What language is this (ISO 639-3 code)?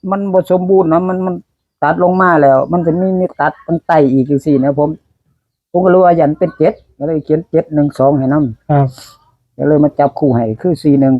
tts